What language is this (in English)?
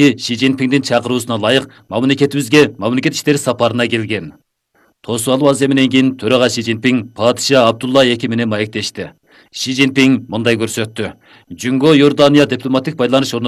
Kyrgyz